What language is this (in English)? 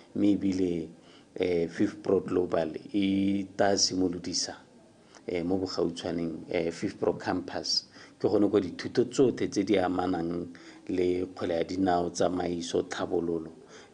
Tswana